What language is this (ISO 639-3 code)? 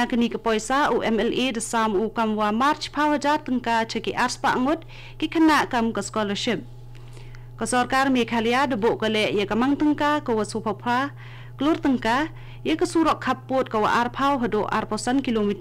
kha